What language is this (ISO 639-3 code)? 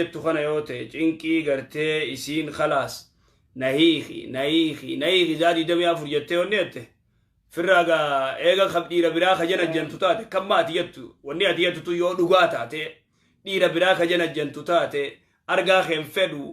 orm